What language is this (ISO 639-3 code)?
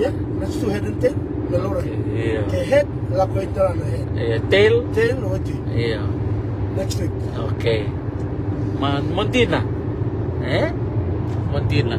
fij